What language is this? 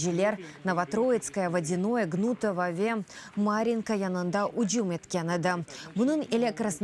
Crimean Tatar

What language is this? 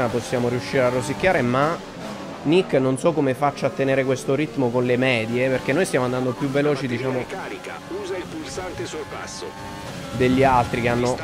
Italian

